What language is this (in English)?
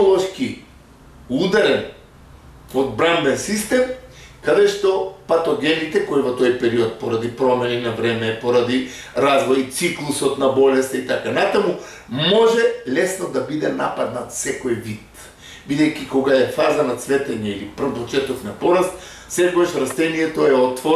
Macedonian